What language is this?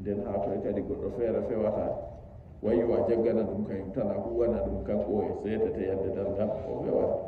Nigerian Fulfulde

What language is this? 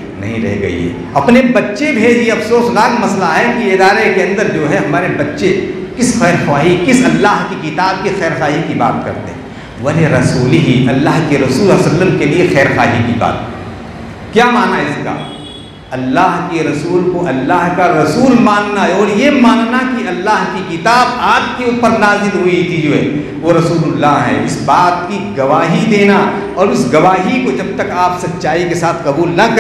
Urdu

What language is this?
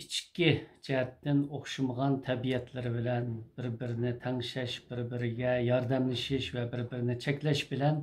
Uyghur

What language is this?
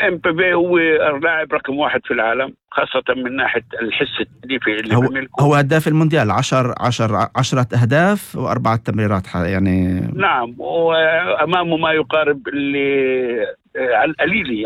North Levantine Arabic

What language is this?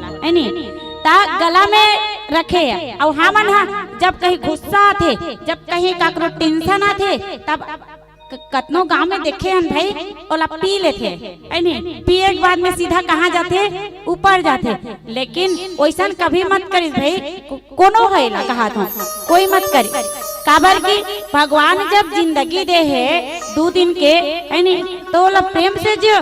Chhattisgarhi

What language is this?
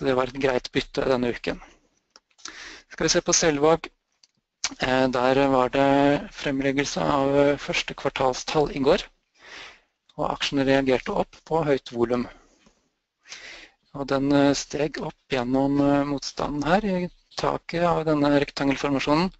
Norwegian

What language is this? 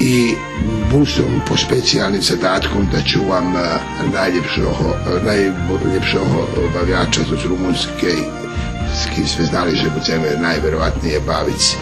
Rusyn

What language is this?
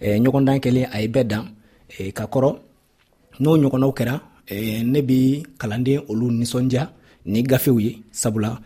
Dyula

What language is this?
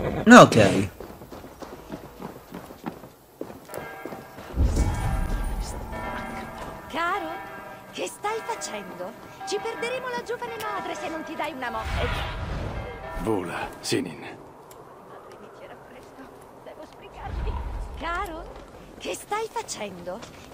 Italian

